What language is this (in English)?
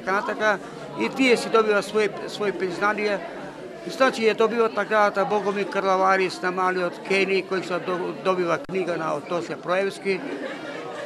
Macedonian